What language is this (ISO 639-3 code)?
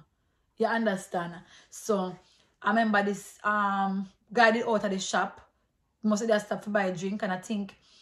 jam